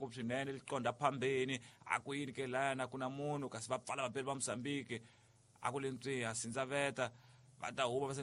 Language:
Tsonga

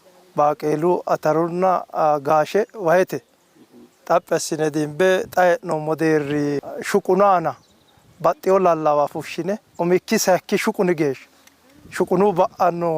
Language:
Sidamo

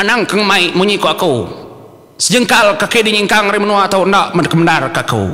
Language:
Iban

